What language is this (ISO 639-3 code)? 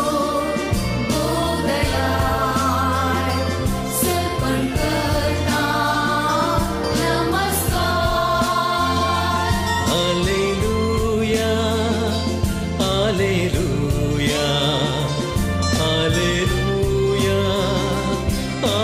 kok